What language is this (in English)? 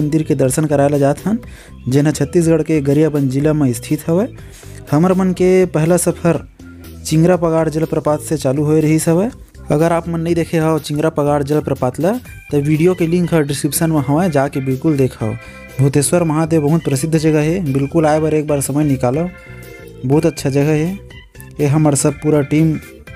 Chhattisgarhi